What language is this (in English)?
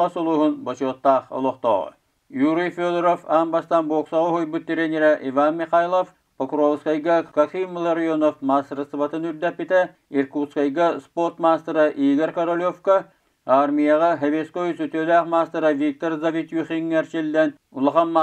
Yakut